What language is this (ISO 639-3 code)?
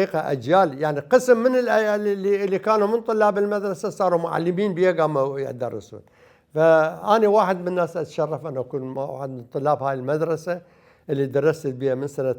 acm